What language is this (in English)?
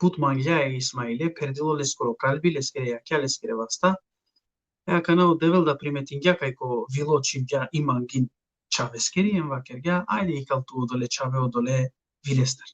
Balkan Romani